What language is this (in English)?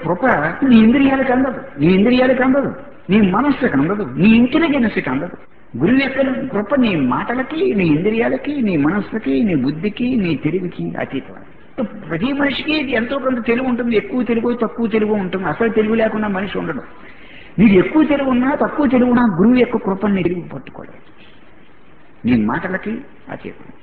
Telugu